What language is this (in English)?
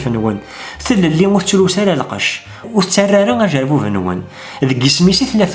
Kabyle